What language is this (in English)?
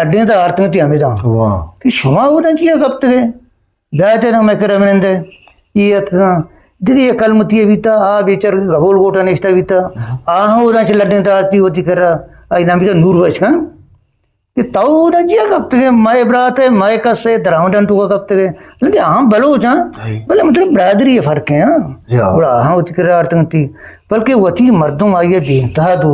Eastern Balochi